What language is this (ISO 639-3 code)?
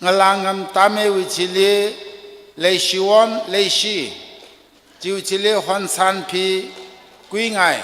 nmf